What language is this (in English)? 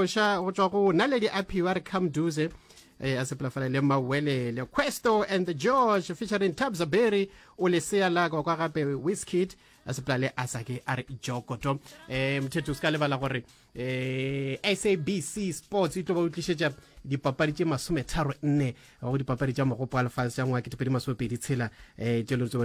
Northern Sotho